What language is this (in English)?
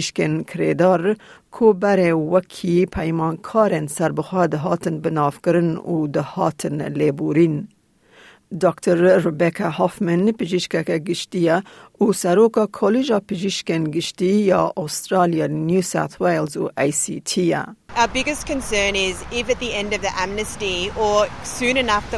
Kurdish